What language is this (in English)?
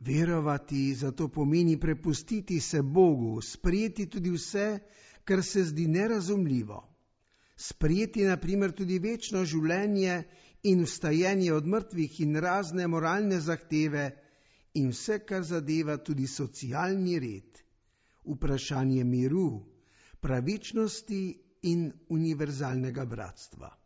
Slovenian